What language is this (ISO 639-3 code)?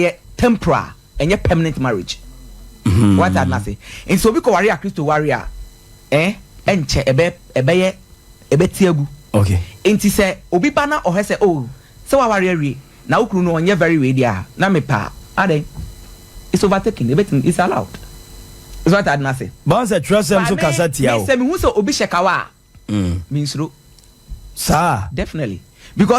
aka